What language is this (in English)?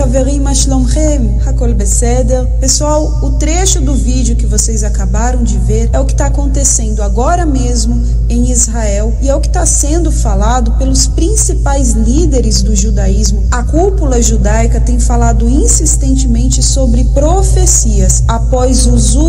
Portuguese